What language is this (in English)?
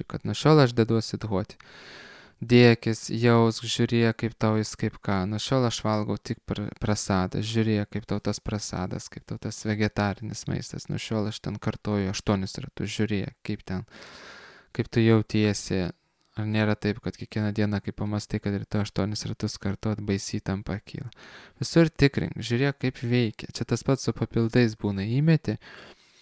Lithuanian